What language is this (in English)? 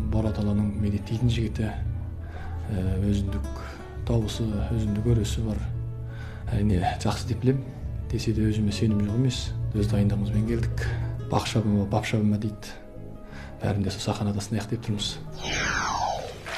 Kazakh